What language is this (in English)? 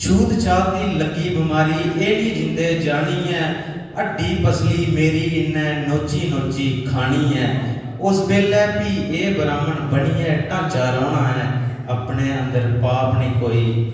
Dogri